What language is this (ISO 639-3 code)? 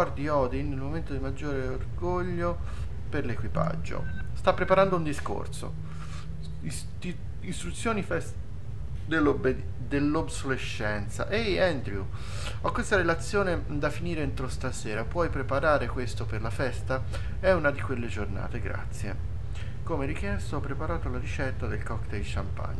ita